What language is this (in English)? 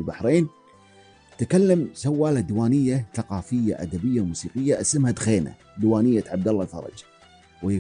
Arabic